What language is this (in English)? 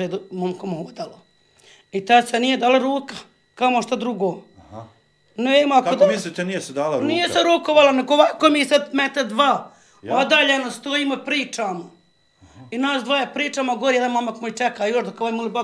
Bosnian